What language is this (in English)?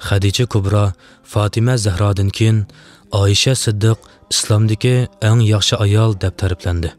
Uyghur